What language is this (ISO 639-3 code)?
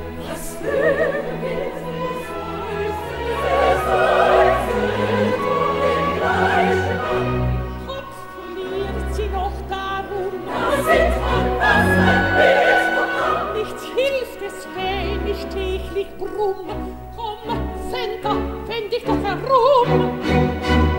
deu